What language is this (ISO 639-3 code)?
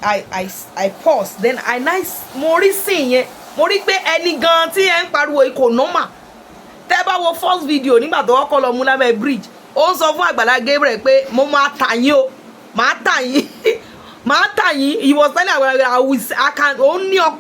yor